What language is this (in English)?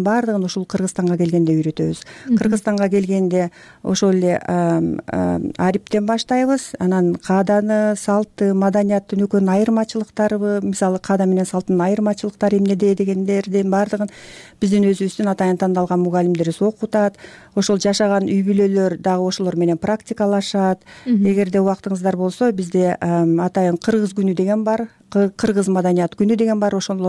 Kyrgyz